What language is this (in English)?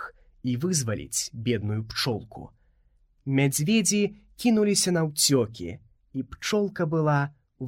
Belarusian